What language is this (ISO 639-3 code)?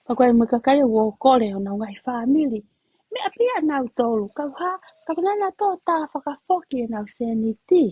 ton